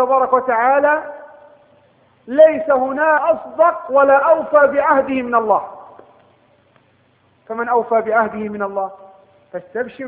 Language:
Arabic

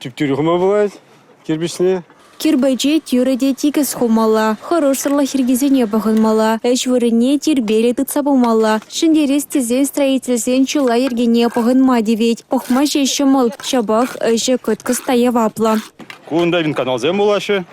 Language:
Chuvash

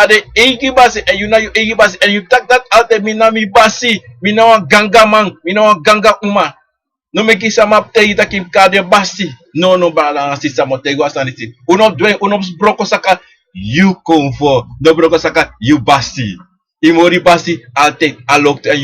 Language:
Sranan Tongo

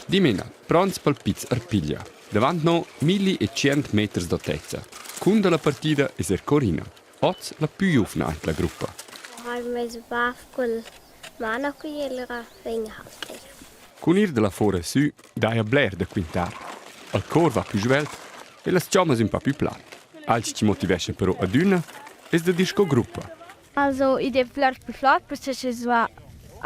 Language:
Romansh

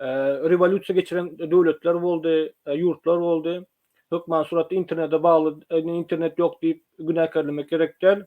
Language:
Turkmen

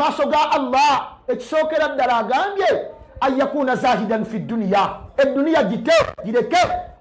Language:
Ganda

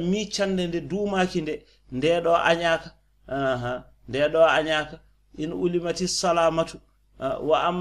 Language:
Fula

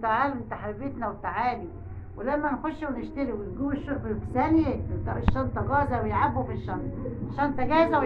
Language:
Egyptian Arabic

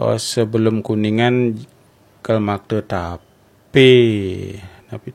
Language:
Balinese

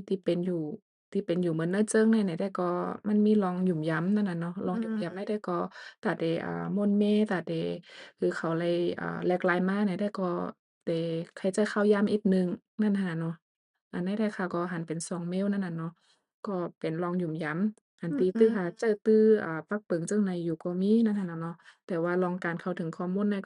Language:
Shan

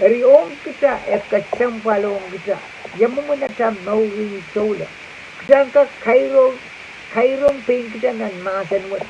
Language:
Pohnpeian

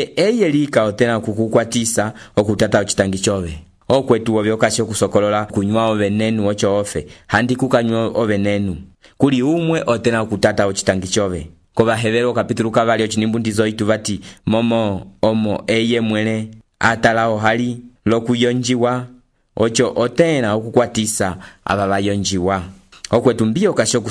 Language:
Umbundu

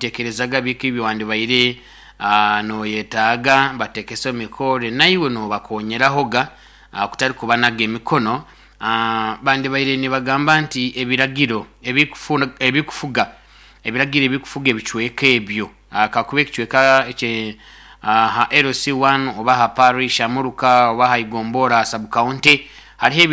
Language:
Nyoro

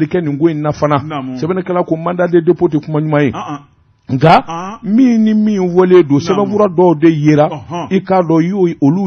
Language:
Bambara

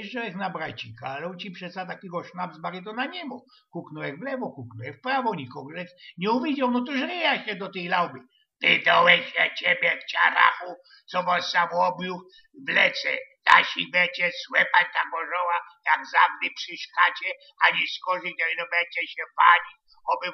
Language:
Silesian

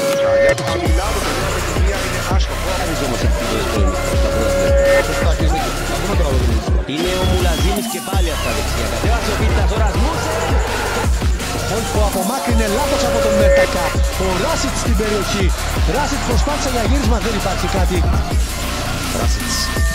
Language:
Greek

